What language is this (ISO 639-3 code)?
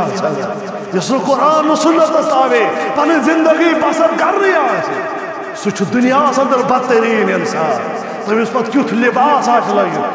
kas